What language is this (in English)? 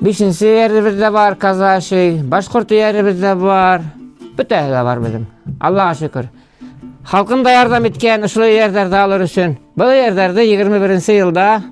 Bashkir